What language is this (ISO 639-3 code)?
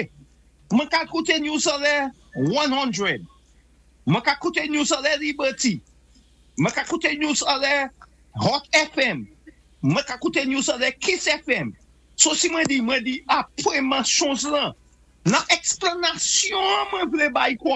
acf